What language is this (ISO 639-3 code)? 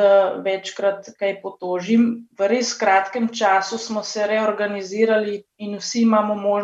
slv